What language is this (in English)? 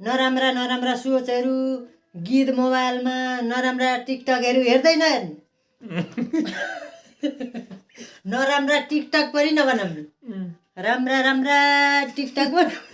Nepali